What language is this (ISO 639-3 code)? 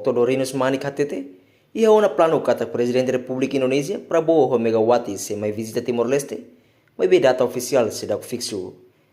tet